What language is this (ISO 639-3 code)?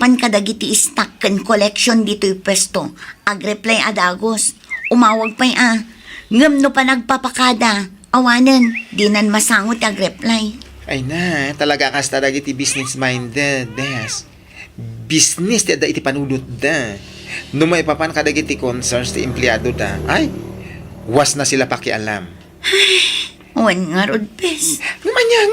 ilo